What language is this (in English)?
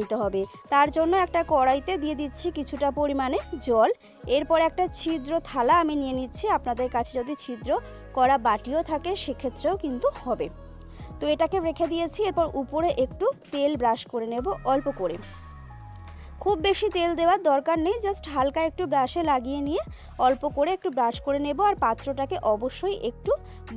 Bangla